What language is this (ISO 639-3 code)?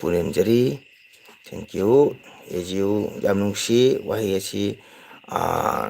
mni